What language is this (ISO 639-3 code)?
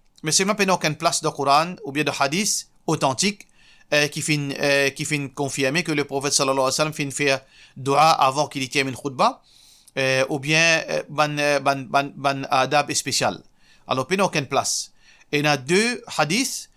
mfe